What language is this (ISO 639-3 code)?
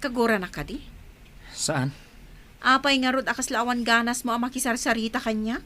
ilo